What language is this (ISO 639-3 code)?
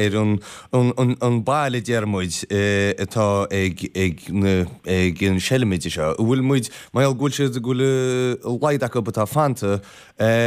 gle